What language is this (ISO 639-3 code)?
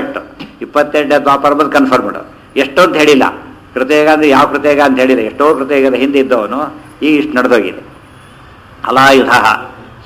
kan